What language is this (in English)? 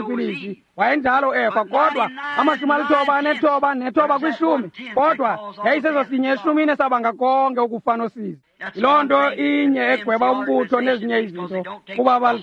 Xhosa